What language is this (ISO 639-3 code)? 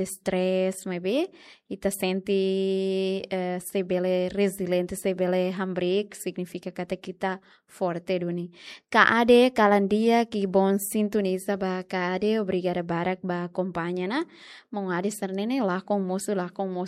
tet